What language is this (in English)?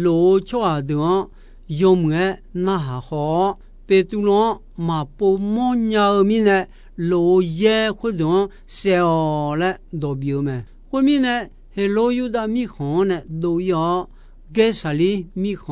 Akha